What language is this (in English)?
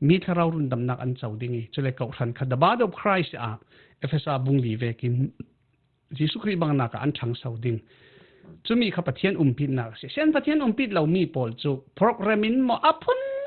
Falam Chin